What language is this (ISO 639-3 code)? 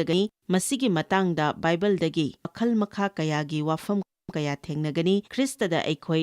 mni